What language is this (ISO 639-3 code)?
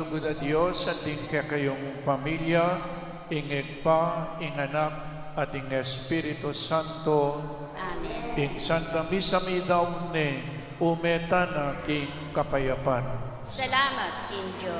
pam